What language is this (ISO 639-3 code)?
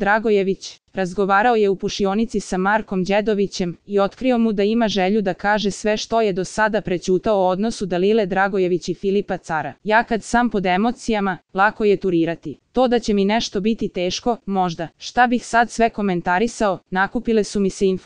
srp